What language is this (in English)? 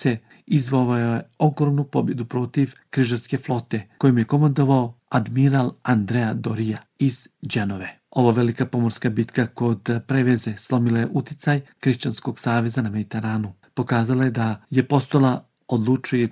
Bosnian